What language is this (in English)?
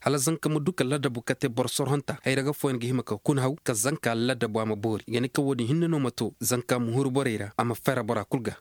Koyraboro Senni